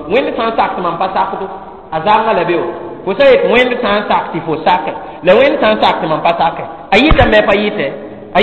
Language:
Mossi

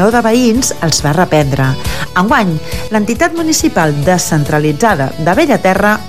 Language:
Catalan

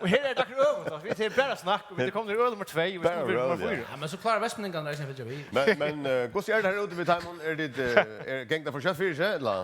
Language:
Faroese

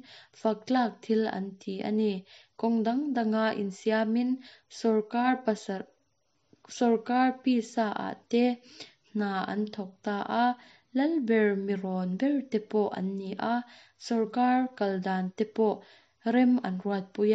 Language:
Mizo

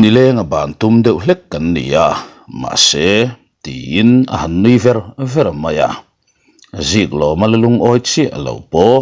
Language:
Mizo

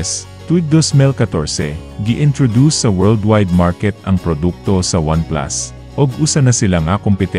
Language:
Cebuano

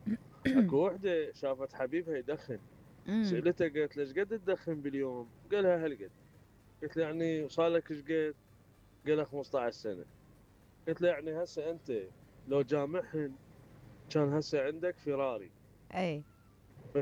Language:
Mesopotamian Arabic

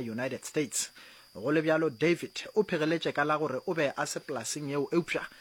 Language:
Northern Sotho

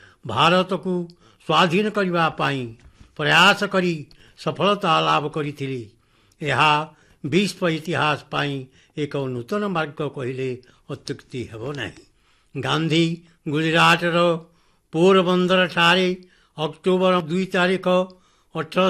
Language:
Odia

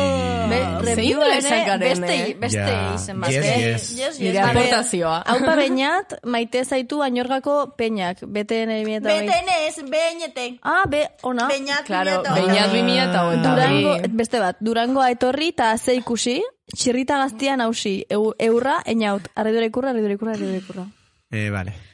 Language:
Basque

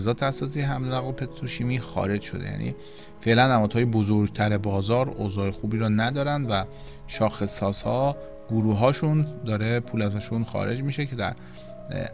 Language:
Persian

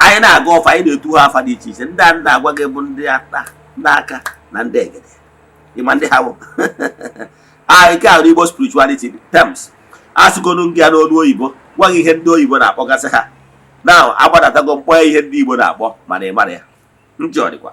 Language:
Igbo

